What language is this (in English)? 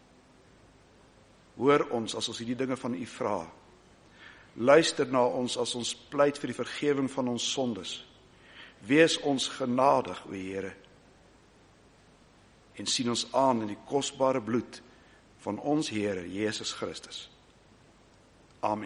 Afrikaans